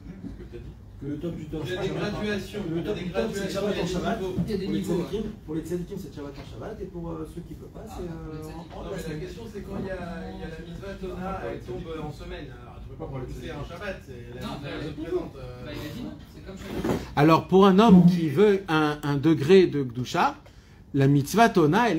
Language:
French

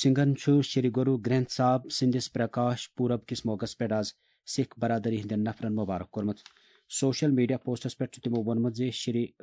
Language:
Kashmiri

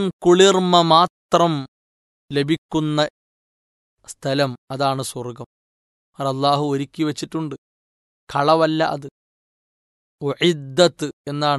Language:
Malayalam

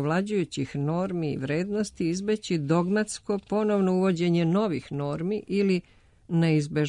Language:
Serbian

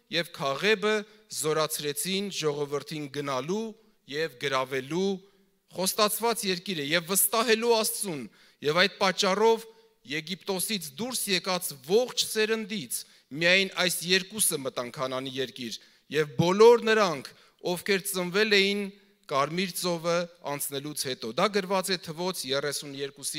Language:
Armenian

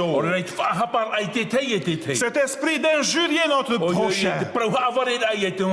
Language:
Tahitian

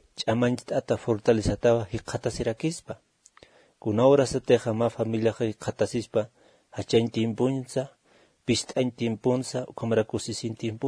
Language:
Aymara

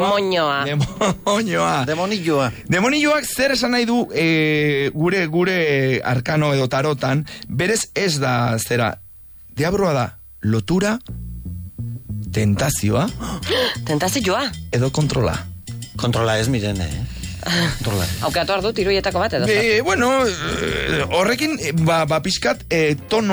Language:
Basque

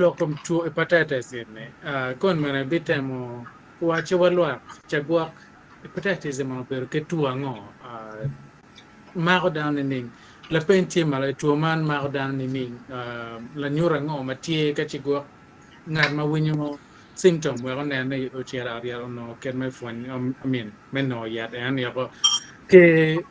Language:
Acoli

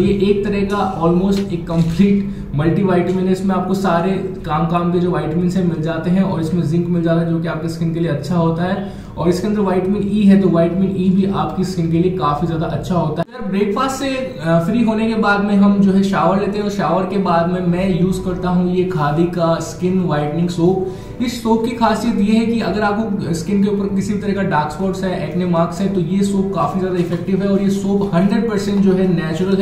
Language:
Hindi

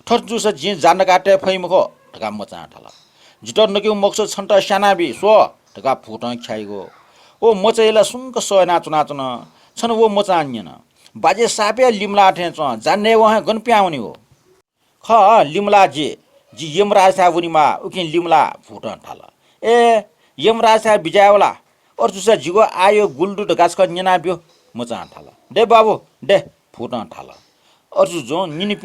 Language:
Newari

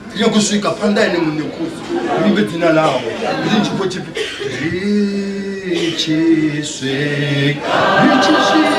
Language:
Venda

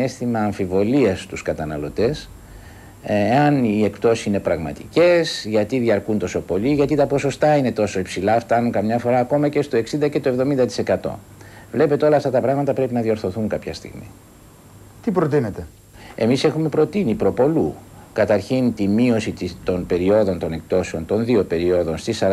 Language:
Greek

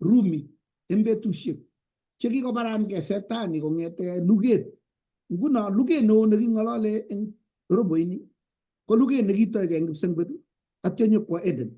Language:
Kalenjin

